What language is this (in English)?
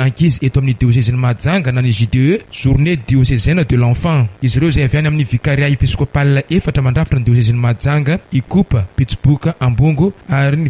Malagasy